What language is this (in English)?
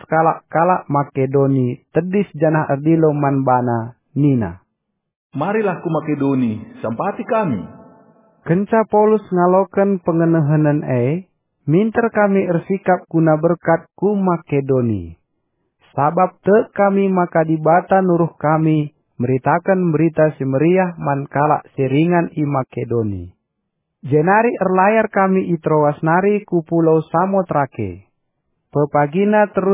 Batak Karo